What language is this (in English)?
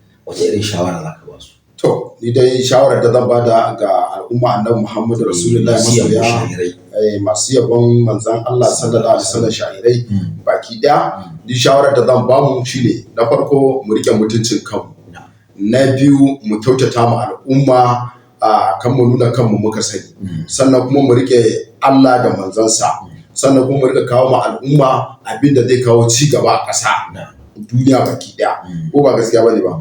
Hausa